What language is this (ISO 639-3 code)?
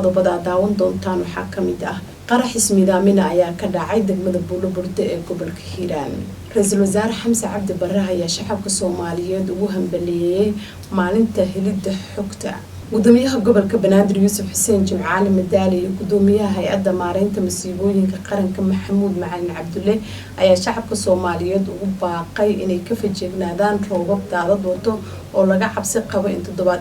som